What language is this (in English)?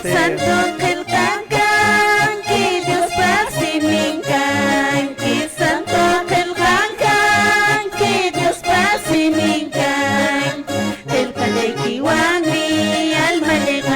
Quechua